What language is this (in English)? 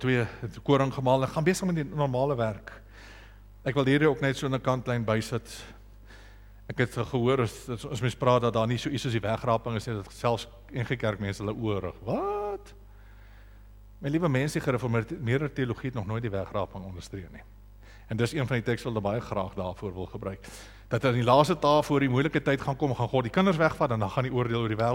Afrikaans